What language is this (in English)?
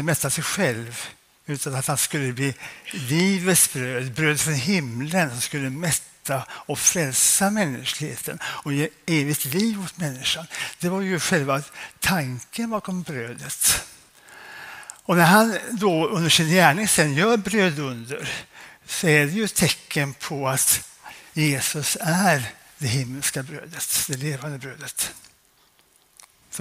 Swedish